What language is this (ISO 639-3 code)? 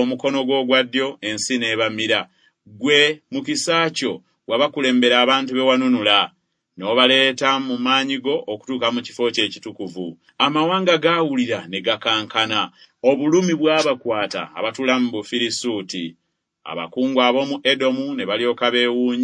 lug